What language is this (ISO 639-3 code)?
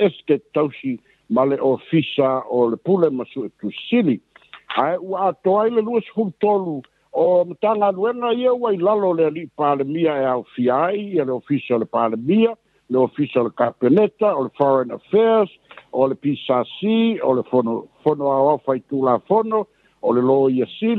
smo